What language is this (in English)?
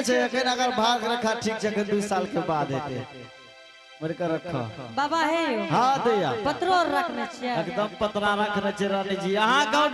Angika